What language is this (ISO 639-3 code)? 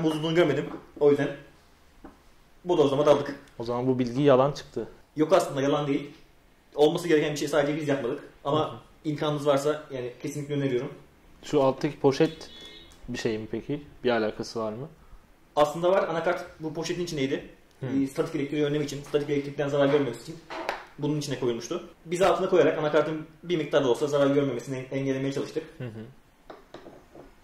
tur